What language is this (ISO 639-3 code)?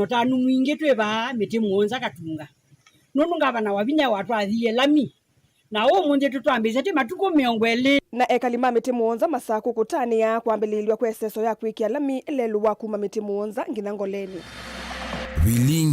kam